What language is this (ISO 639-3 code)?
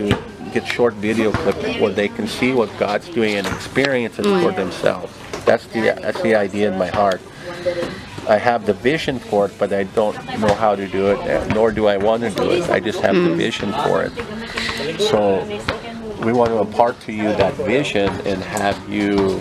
eng